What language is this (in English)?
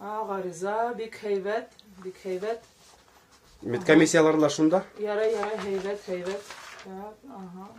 Bashkir